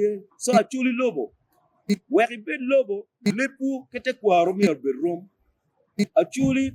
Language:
Acoli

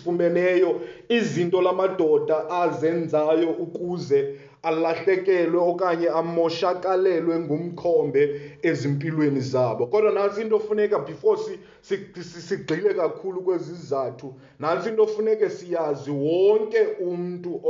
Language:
Xhosa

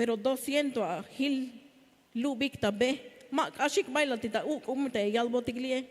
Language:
Tzeltal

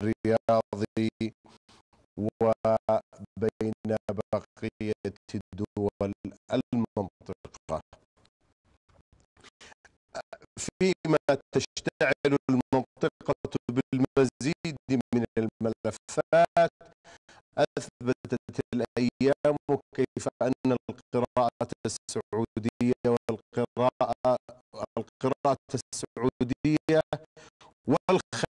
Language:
Arabic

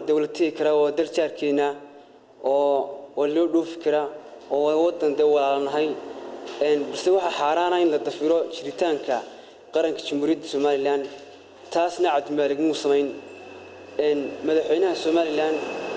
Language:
Somali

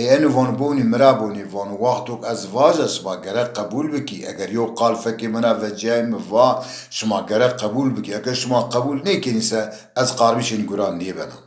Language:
Zaza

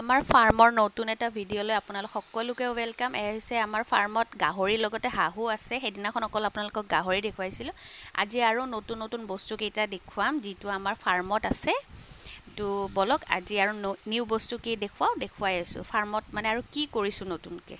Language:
Assamese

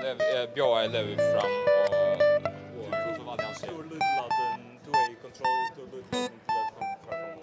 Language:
Faroese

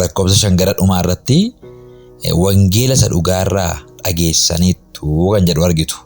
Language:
Oromo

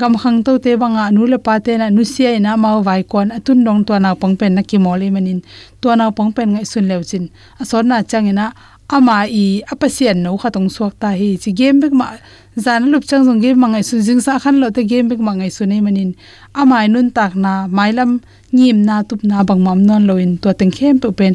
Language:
Tedim Chin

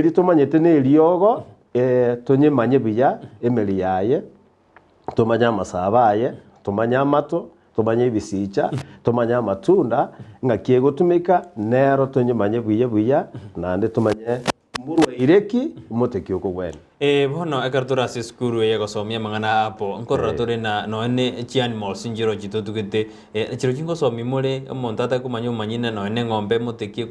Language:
Gusii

